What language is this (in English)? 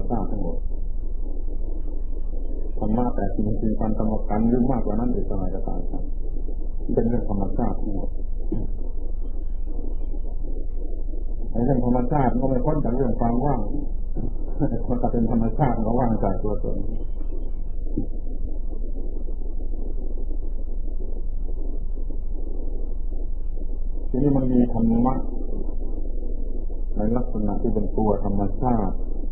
Thai